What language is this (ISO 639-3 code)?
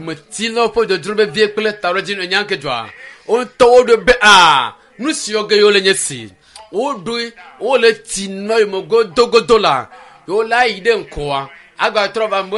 ewe